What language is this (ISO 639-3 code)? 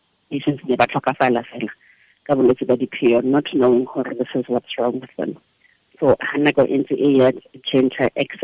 tsn